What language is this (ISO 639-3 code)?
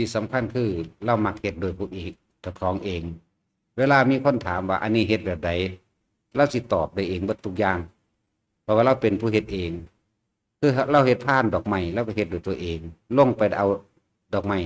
tts